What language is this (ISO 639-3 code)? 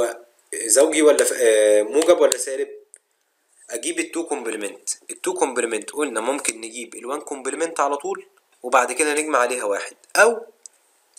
arz